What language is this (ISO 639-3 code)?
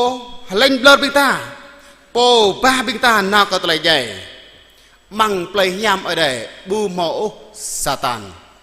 jra